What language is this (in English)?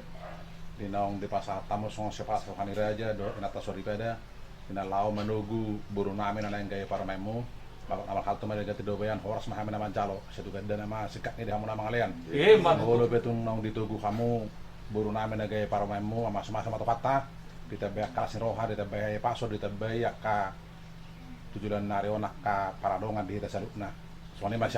Batak Toba